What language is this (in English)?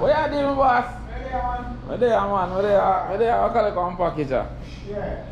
Jamaican Creole English